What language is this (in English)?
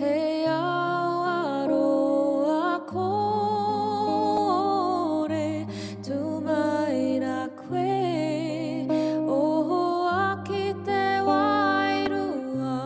Māori